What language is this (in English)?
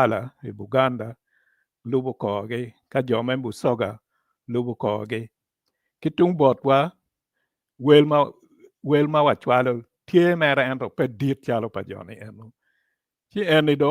Acoli